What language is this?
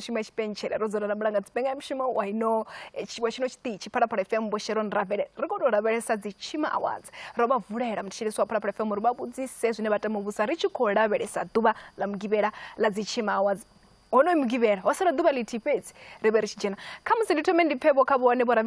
Venda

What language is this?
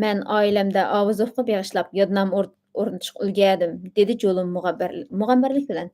Uyghur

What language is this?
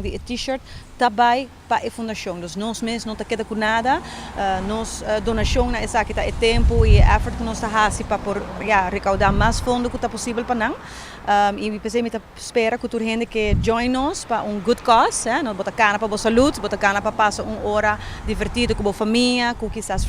Papiamento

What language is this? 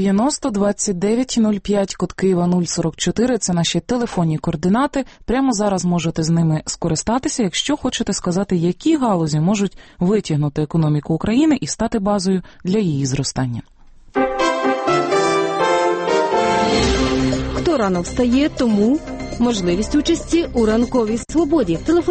Ukrainian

